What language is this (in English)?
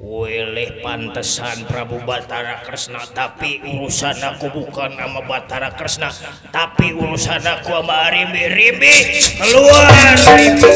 Betawi